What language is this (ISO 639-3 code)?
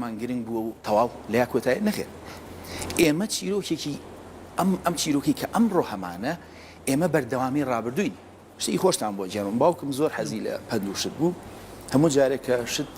ckb